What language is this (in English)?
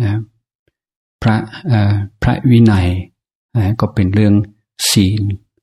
Thai